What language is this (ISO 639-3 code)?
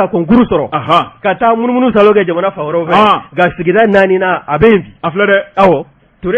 bam